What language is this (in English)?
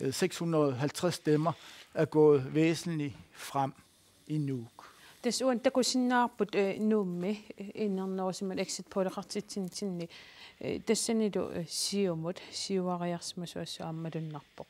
Kalaallisut